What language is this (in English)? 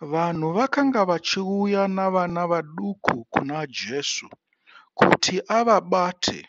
Shona